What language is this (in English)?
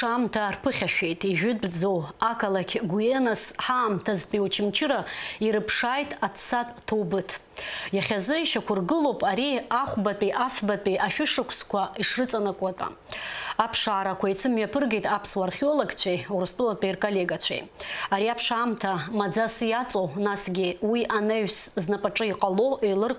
Abkhazian